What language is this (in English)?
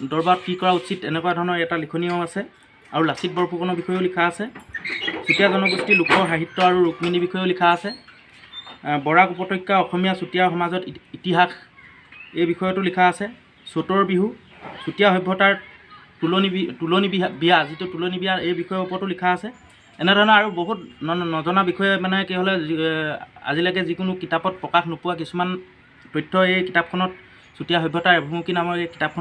Assamese